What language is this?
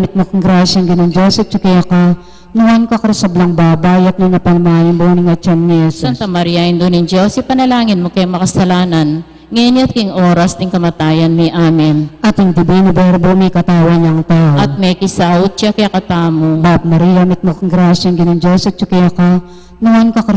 Pampanga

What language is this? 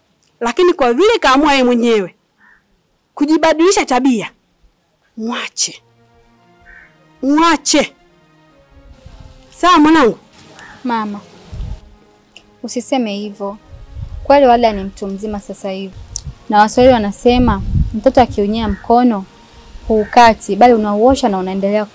Swahili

